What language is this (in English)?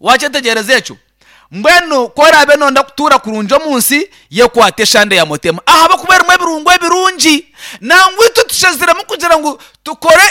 Nyankole